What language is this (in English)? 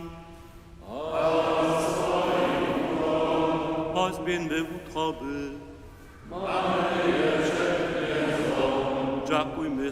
Upper Sorbian